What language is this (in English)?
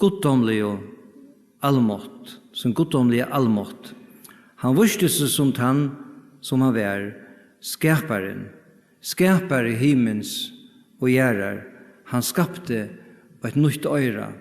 Faroese